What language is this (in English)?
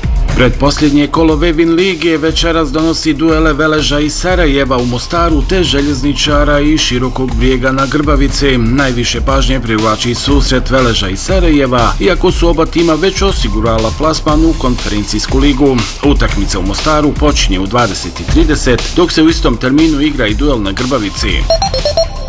Bosnian